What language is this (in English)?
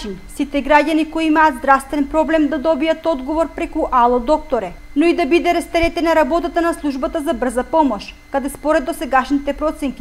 Macedonian